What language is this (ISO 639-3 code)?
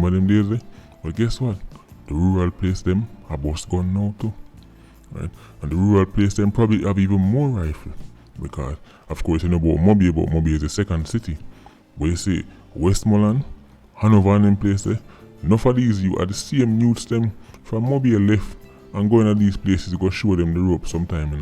jam